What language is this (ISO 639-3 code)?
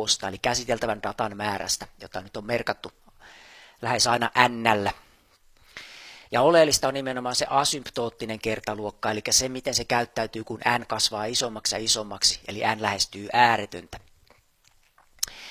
fin